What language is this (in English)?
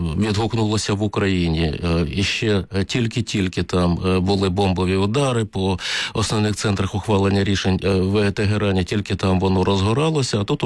Ukrainian